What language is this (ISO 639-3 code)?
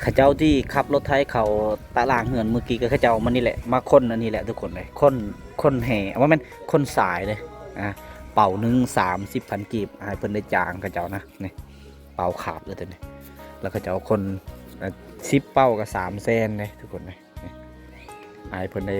lao